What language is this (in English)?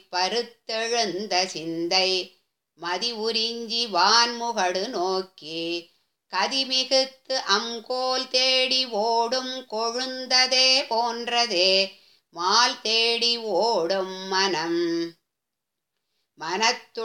Tamil